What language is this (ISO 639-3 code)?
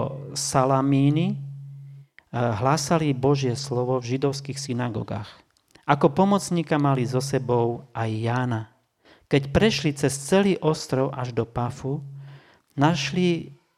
slk